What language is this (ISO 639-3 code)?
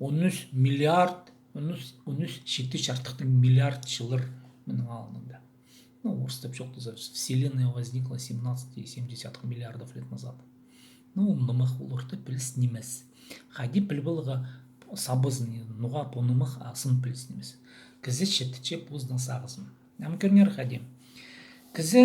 kjh